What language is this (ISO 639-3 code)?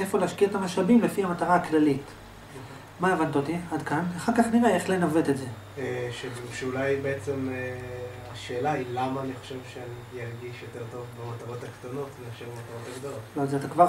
heb